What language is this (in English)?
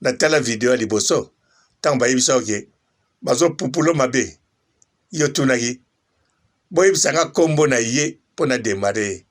Lingala